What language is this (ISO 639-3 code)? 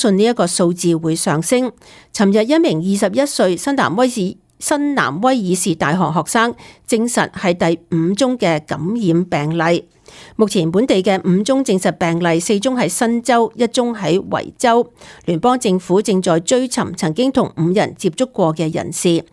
yue